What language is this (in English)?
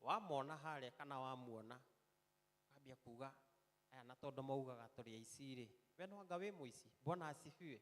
Kikuyu